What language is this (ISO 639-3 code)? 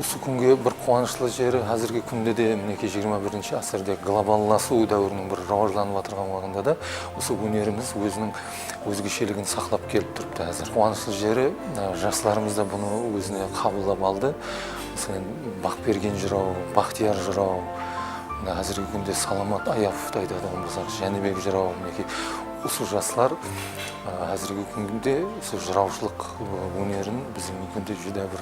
kaa